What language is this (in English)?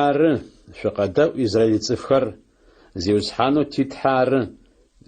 Adyghe